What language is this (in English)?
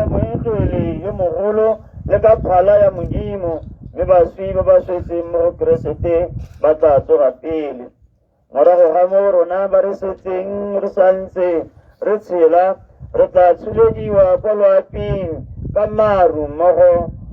Tswana